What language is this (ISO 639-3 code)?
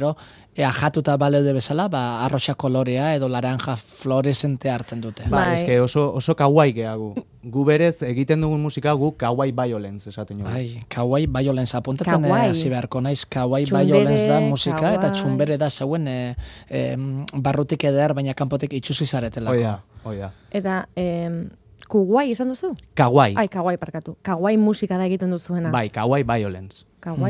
eus